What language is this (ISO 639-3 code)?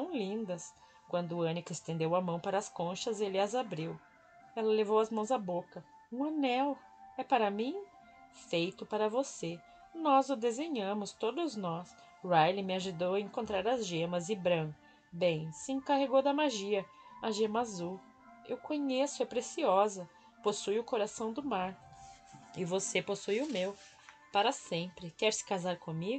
por